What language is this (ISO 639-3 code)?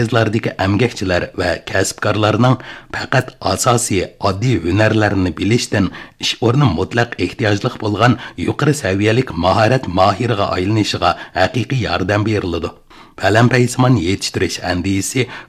uig